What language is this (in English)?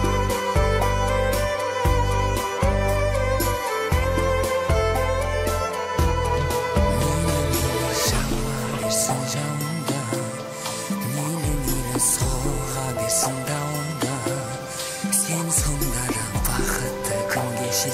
Kazakh